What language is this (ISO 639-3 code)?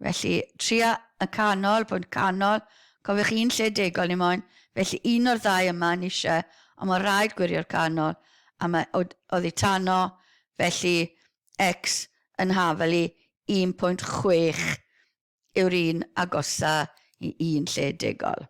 cym